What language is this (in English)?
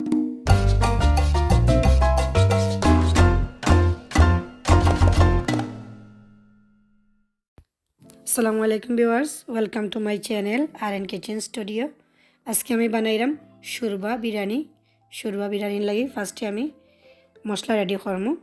Sylheti